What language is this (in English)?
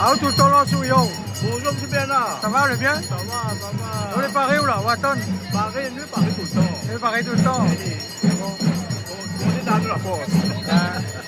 Réunion Creole French